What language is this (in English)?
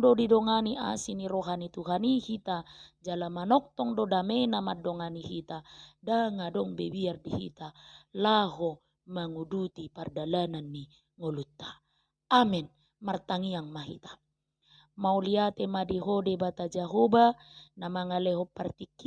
Batak Toba